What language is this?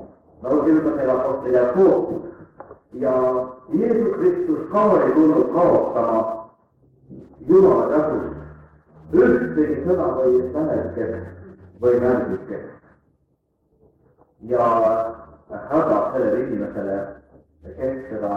Estonian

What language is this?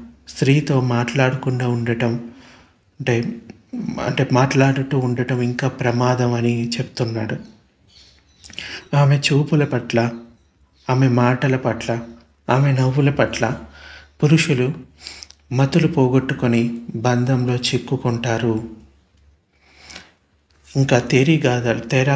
Telugu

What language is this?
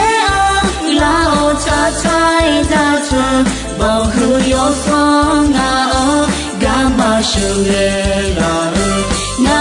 Akha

